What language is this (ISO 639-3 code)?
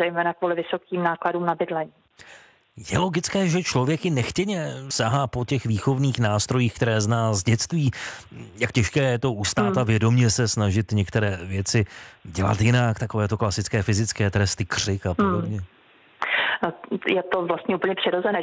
ces